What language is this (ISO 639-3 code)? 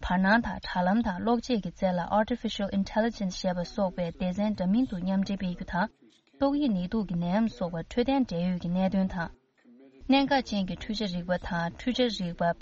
bod